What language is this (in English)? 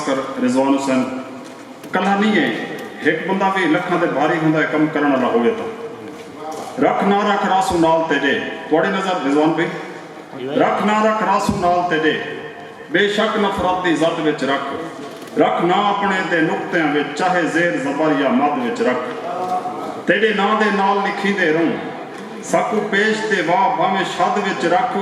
Saraiki